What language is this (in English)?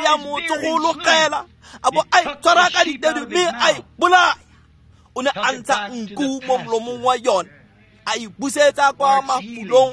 Tswana